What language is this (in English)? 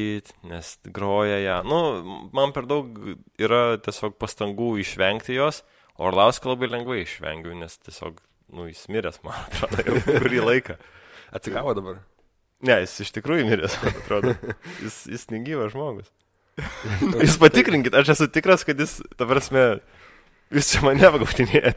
Lithuanian